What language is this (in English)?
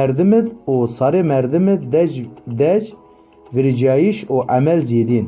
Zaza